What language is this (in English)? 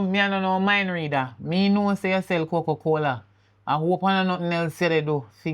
Jamaican Creole English